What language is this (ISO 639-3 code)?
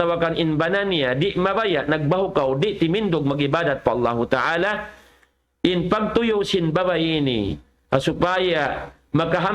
tsg